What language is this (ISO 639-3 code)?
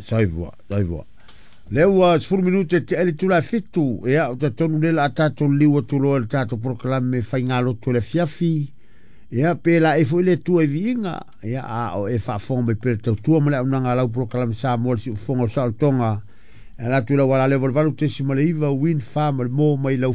smo